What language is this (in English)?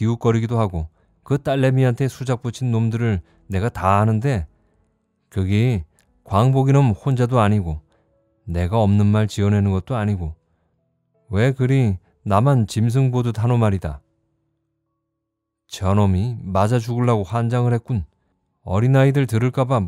Korean